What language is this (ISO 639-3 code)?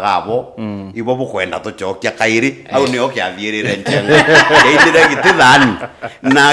mer